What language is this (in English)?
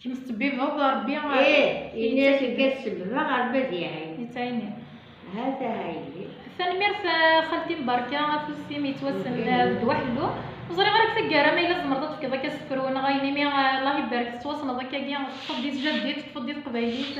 Kabyle